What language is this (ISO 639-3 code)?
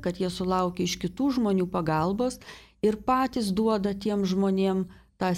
lit